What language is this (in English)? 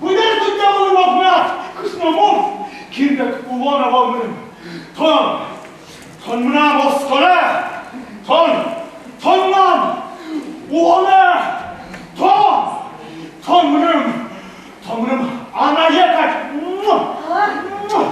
Udmurt